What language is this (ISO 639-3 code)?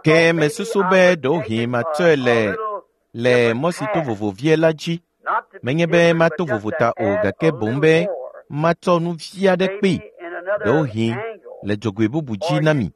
ewe